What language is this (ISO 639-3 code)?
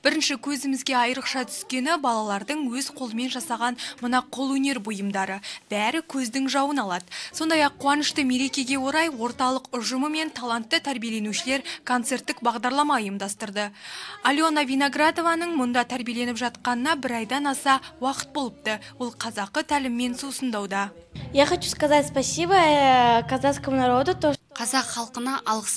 kaz